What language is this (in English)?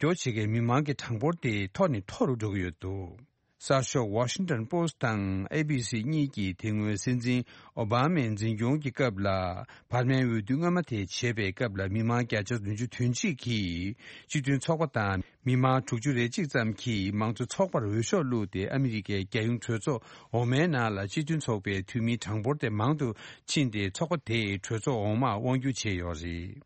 Tibetan